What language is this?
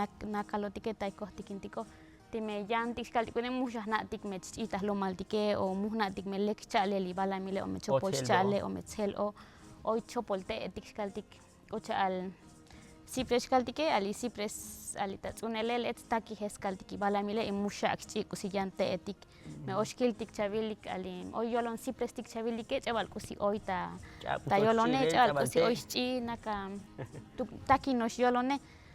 Tzotzil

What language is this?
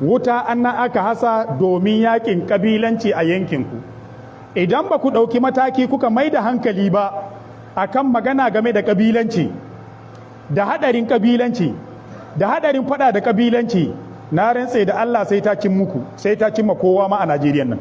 Hausa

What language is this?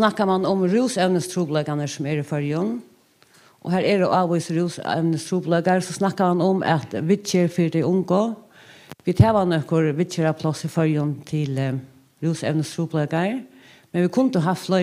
Faroese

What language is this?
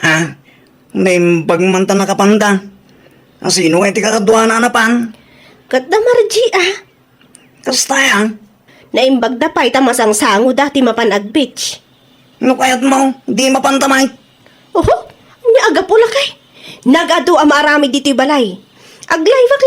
Iloko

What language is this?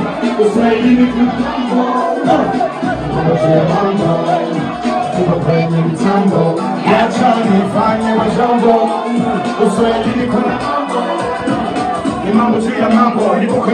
Swahili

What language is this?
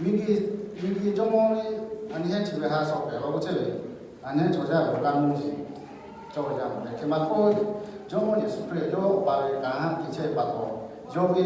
Lahu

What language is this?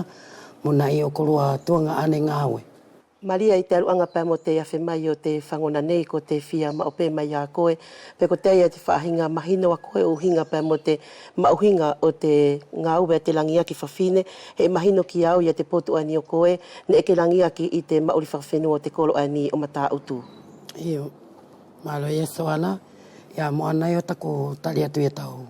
Wallisian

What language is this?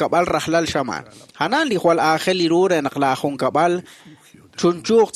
Kekchí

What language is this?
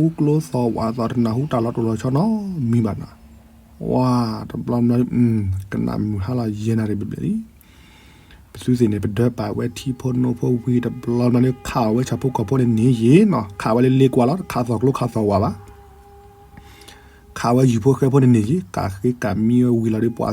S'gaw Karen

